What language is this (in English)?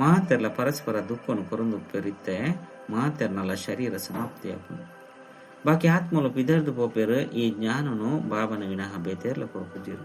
Tulu